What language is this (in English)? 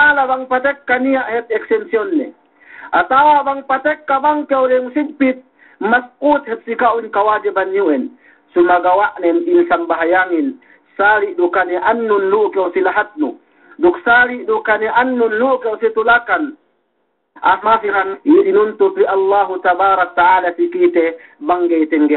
Yakan